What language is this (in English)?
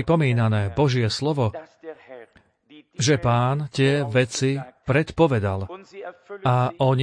Slovak